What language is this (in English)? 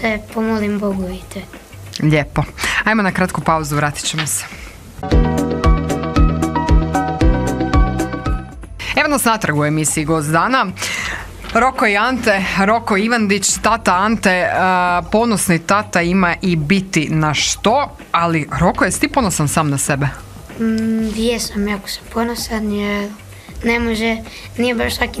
Croatian